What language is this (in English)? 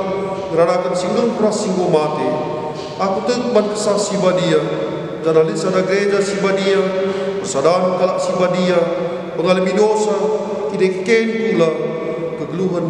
Batak Karo